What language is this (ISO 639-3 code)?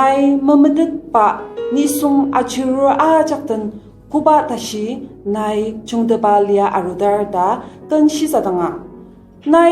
njo